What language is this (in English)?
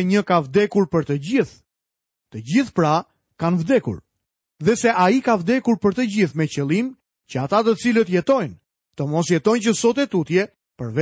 Albanian